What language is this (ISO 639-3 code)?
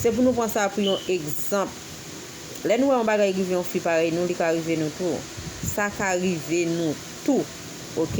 hat